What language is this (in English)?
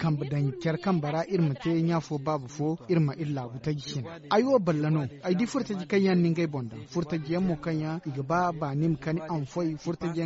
Zarma